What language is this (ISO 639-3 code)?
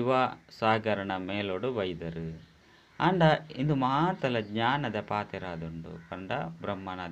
tcy